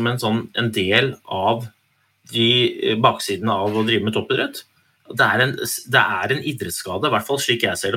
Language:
Norwegian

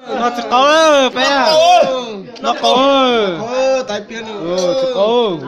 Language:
Hmong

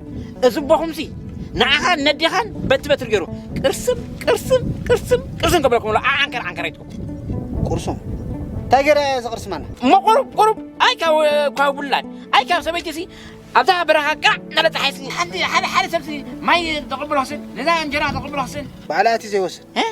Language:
Tigrinya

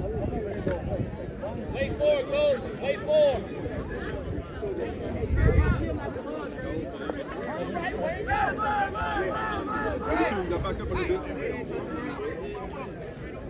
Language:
English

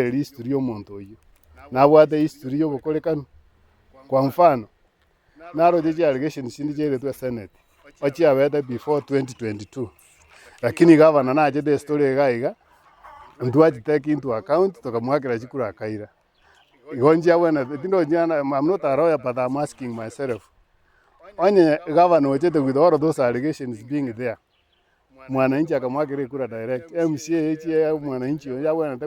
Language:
Gusii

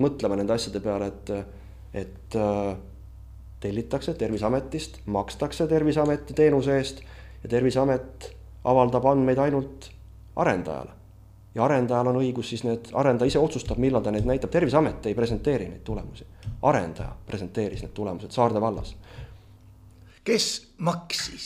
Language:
Estonian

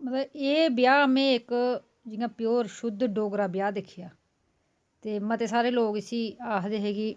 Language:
Dogri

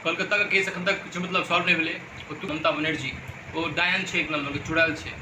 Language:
Maithili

